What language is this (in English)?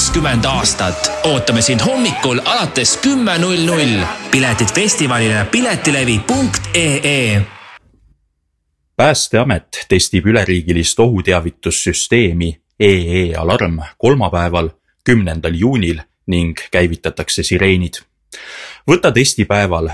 Estonian